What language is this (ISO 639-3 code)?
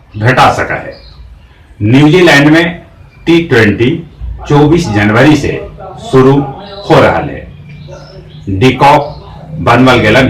mag